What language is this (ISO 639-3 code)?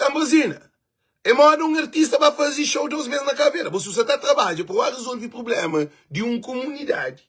kea